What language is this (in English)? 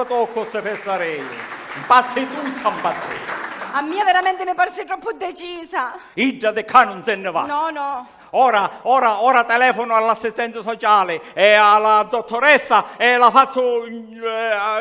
Sicilian